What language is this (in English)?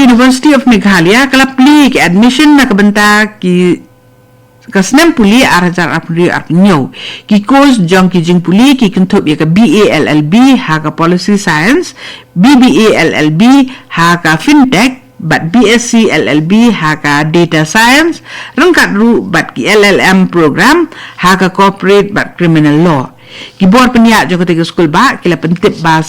Khasi